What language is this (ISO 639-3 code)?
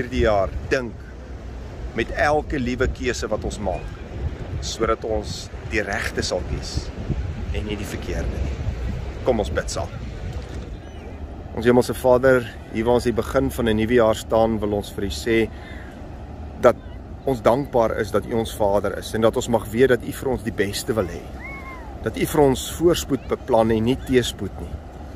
afr